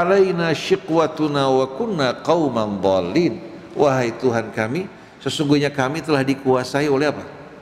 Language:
Indonesian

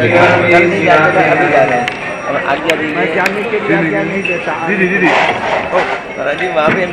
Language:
Hindi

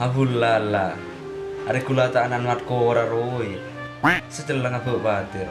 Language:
Madurese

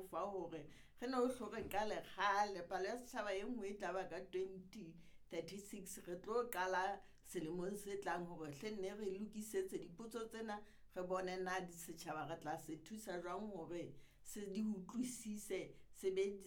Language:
Southern Sotho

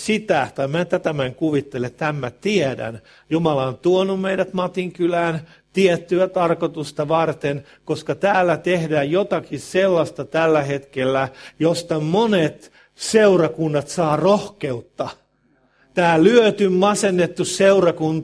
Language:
Finnish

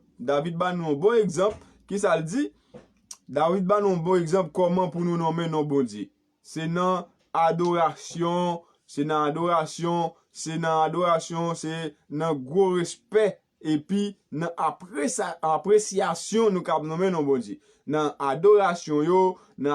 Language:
Haitian Creole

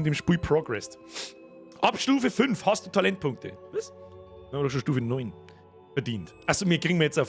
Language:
Bavarian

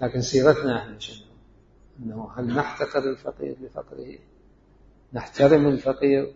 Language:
Mesopotamian Arabic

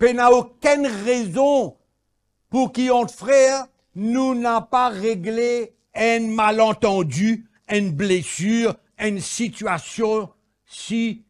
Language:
Morisyen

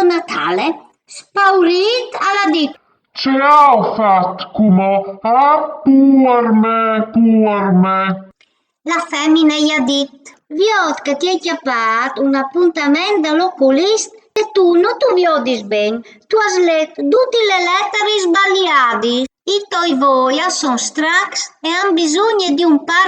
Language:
Friulian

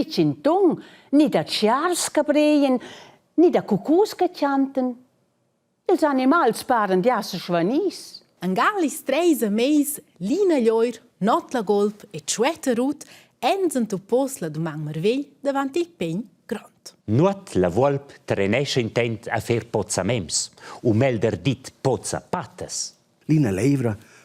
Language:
Romansh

